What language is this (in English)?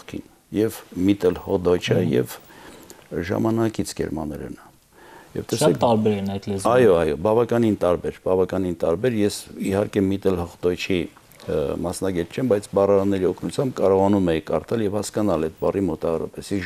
Armenian